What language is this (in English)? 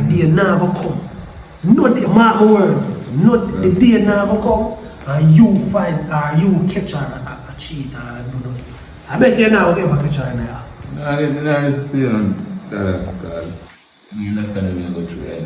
Jamaican Creole English